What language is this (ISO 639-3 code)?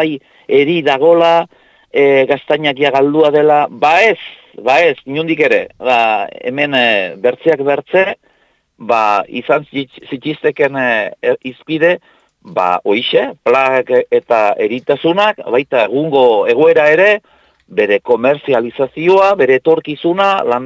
eus